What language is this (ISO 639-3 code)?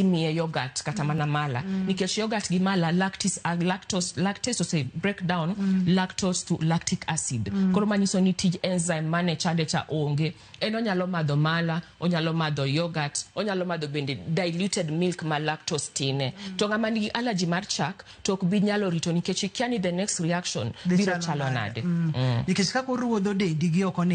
luo